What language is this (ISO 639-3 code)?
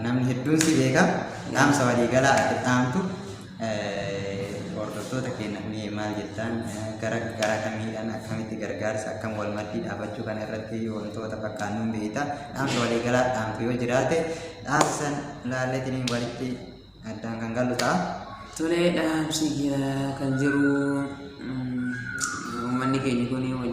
orm